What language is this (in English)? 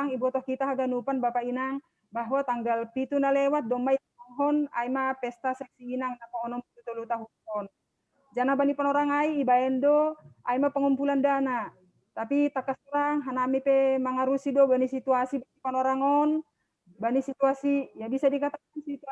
Batak Simalungun